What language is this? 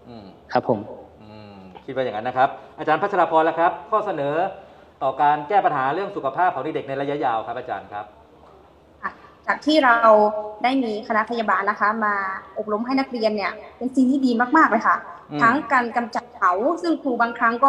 Thai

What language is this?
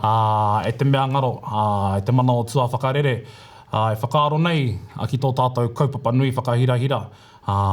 Māori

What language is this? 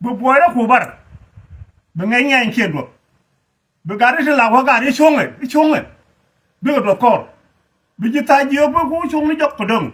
Nuer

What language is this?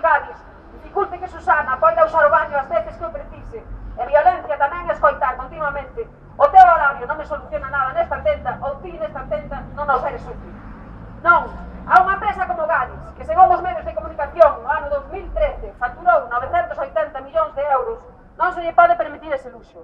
Galician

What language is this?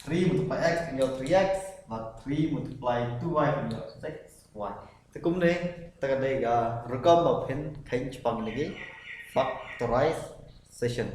Khasi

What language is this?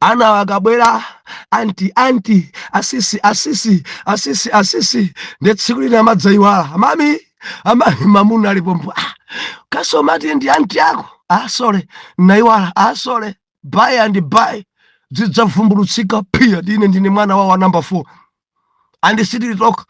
Nyanja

